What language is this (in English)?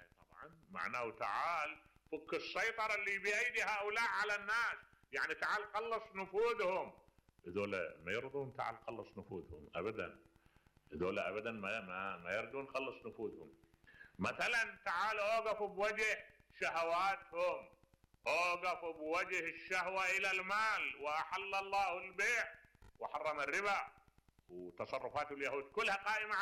Mesopotamian Arabic